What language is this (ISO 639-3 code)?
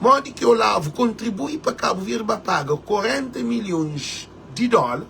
kea